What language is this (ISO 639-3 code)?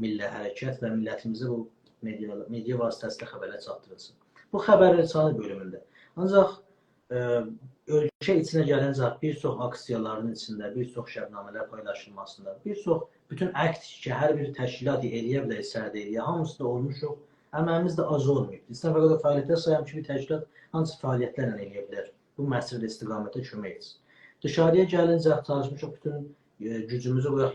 azb